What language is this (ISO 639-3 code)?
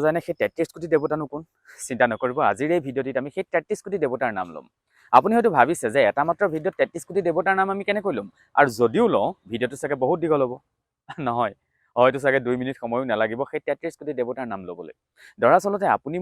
asm